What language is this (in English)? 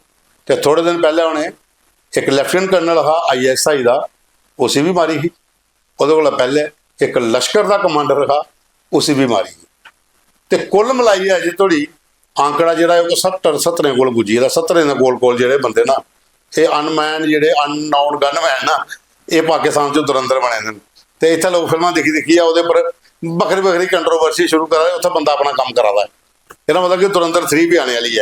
Dogri